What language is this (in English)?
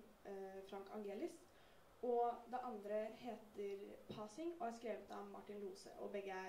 Norwegian